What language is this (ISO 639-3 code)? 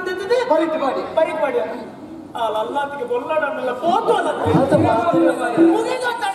tcy